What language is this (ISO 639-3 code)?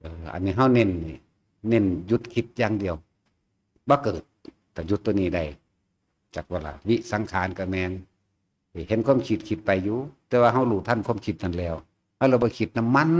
tts